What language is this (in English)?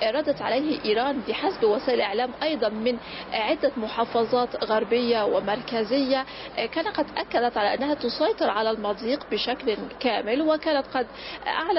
Arabic